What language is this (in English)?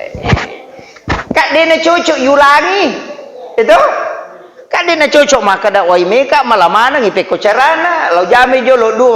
Buginese